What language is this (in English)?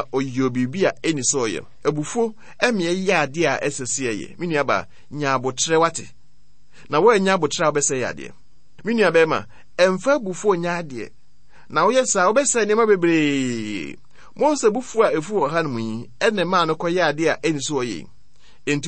Akan